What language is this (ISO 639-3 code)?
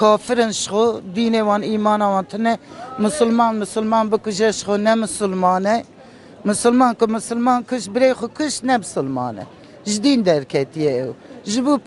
kur